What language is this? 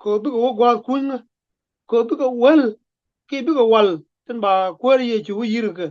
Nuer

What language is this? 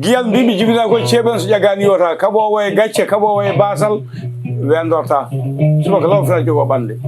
Fula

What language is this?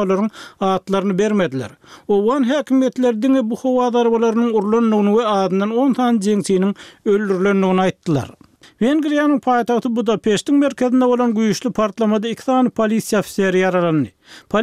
Turkmen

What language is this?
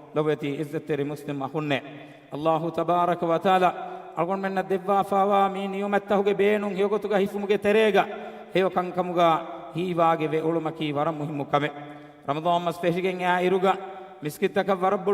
Divehi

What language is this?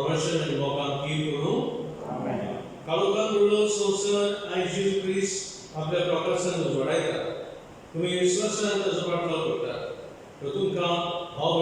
Konkani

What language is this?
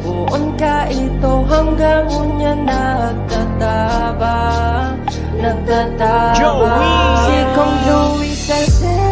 Bikol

